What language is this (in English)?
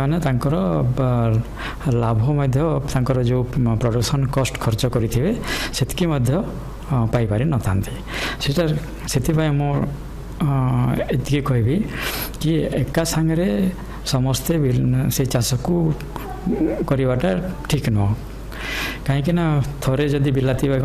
Odia